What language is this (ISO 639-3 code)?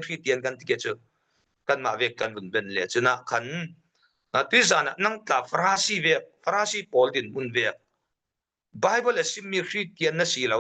cfm